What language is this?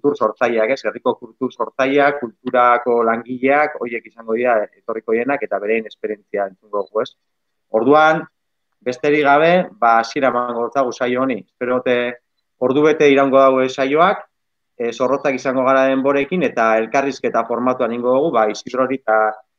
Basque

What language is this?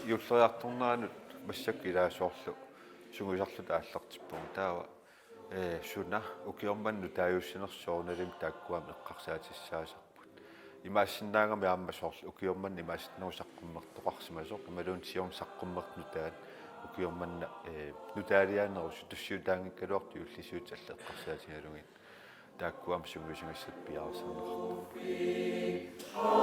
Kalaallisut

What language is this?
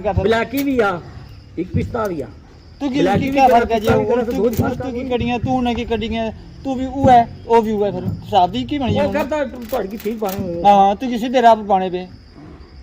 Pahari-Potwari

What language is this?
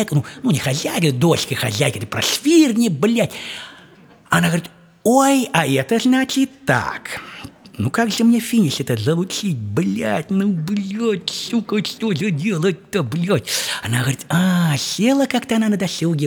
Russian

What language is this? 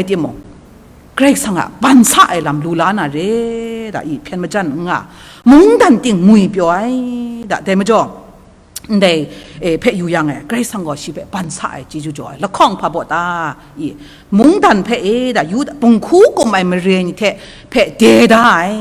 Kachin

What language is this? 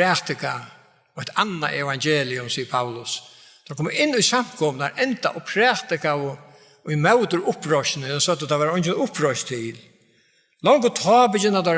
Faroese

